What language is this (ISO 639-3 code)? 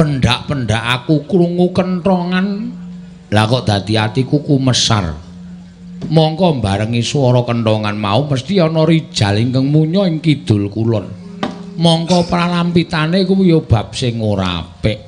jav